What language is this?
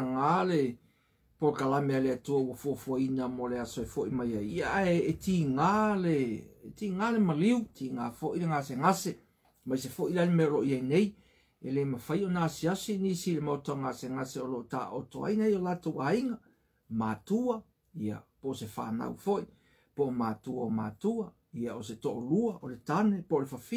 Samoan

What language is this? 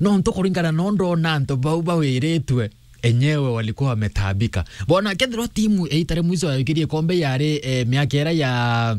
Meru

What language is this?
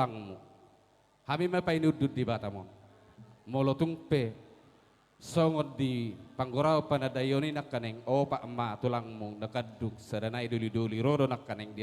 Batak Toba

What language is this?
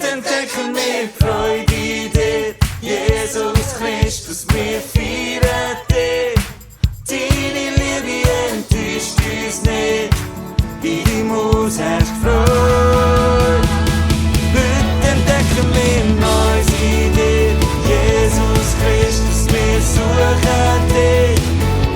Swiss German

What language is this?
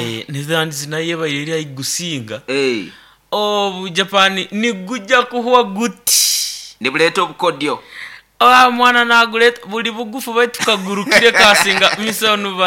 Nyoro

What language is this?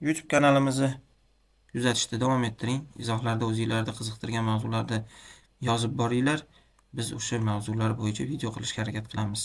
Uzbek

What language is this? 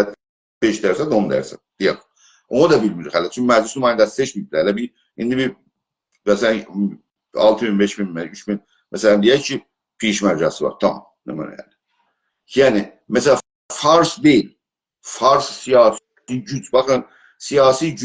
South Azerbaijani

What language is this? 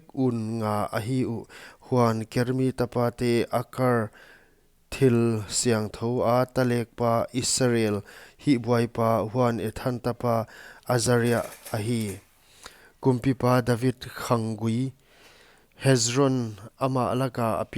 Paite Chin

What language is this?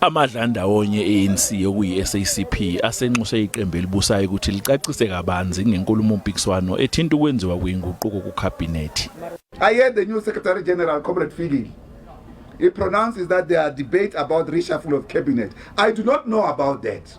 Zulu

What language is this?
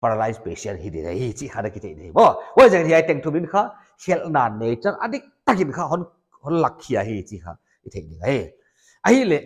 Paite Chin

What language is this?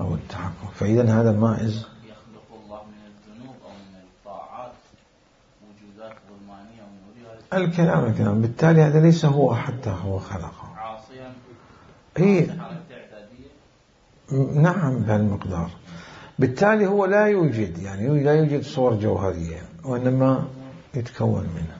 Mesopotamian Arabic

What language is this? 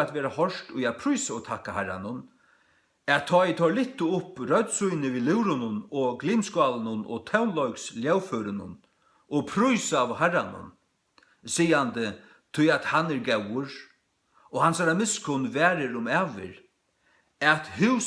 Faroese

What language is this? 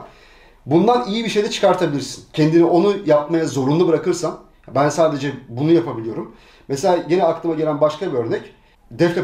Turkish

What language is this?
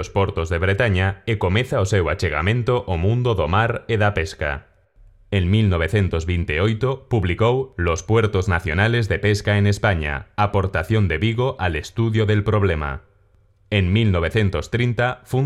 Galician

